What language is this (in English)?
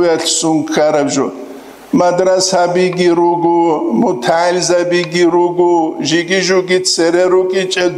Avaric